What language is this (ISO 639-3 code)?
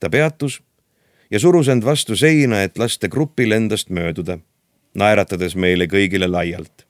est